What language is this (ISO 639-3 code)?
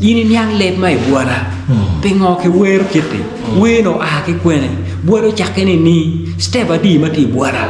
ach